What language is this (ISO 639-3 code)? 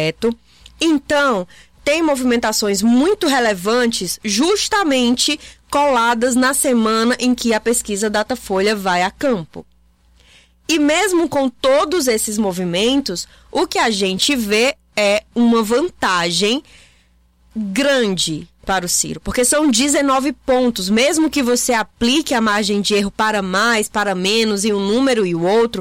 por